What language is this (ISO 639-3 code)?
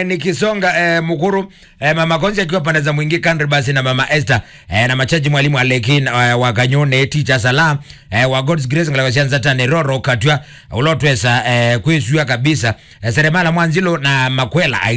kam